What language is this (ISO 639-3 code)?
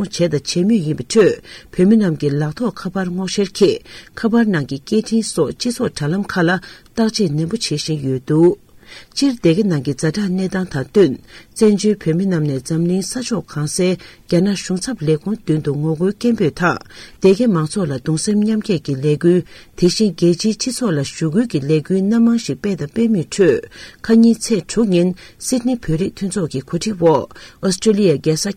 bod